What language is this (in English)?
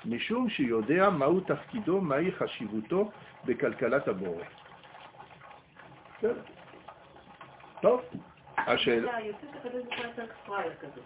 Hebrew